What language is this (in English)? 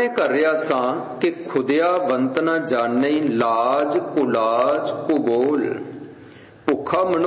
Punjabi